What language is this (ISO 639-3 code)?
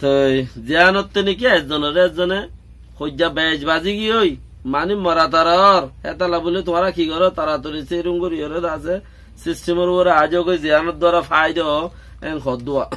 rhg